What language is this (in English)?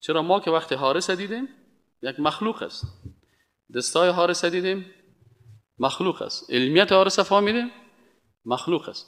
Persian